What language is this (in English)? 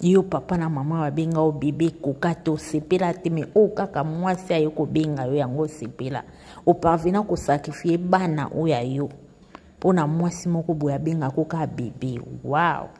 Lingala